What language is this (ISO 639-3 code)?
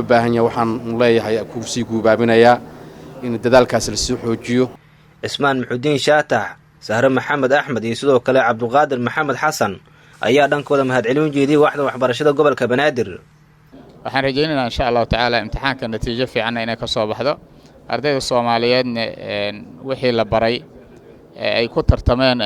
som